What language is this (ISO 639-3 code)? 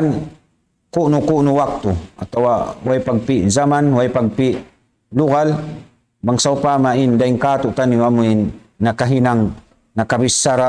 tsg